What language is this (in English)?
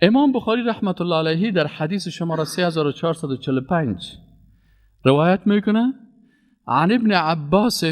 Persian